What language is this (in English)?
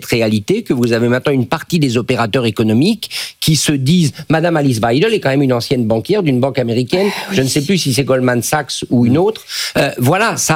French